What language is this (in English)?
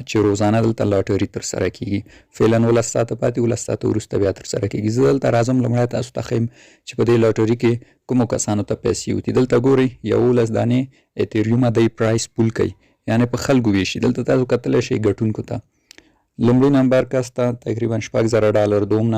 Pashto